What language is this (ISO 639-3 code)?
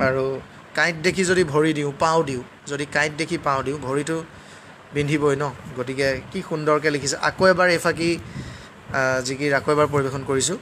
asm